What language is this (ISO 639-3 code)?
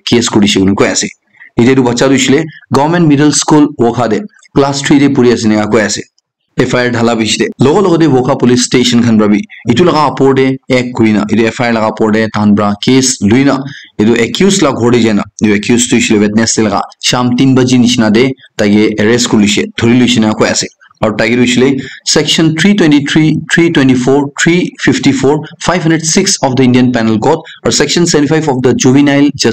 nag